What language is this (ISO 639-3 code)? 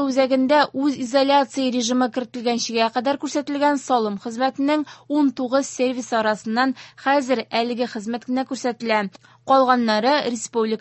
tat